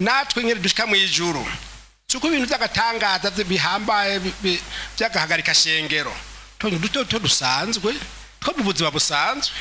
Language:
Rundi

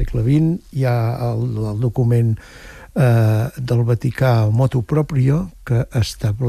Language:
Catalan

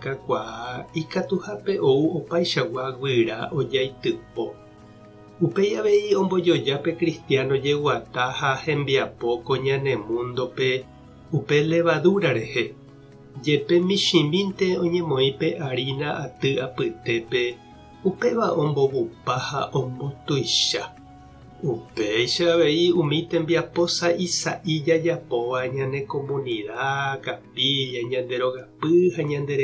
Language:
Guarani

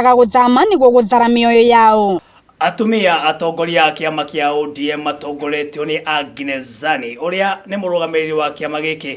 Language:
Kikuyu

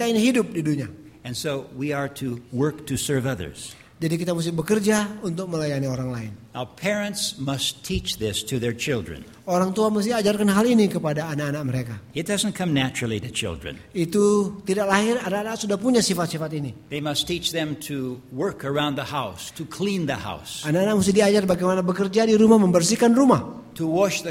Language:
Indonesian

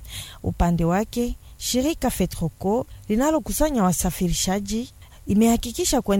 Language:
Swahili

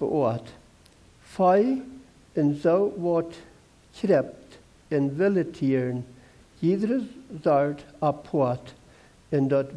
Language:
Plautdietsch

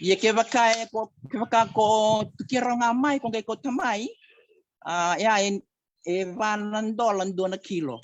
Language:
Fijian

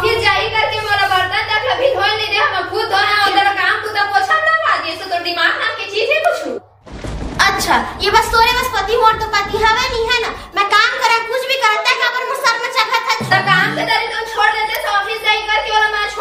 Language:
Chhattisgarhi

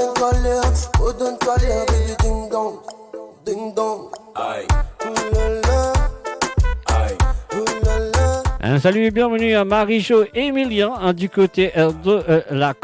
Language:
Morisyen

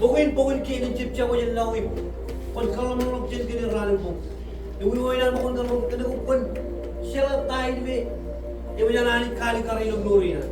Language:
Marshallese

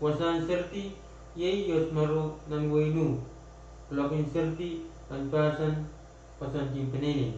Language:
Pohnpeian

